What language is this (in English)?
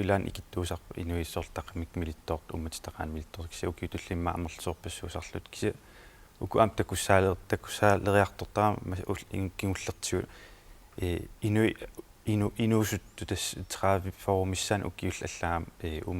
Kalaallisut